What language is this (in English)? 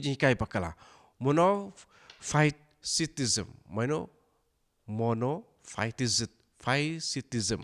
Khasi